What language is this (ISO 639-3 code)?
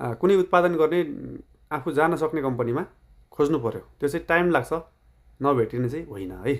nep